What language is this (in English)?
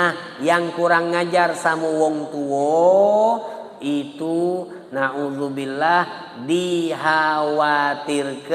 Musi